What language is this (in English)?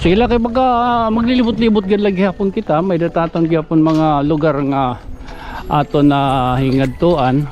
Waray